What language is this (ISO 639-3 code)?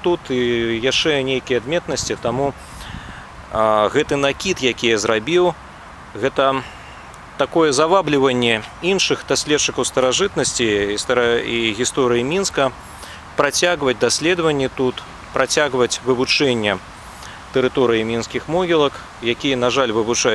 bel